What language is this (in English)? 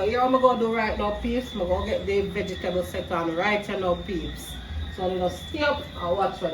Jamaican Creole English